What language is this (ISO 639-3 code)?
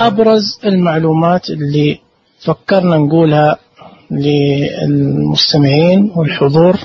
ars